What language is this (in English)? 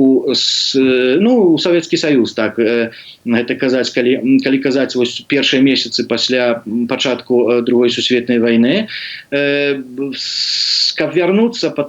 Belarusian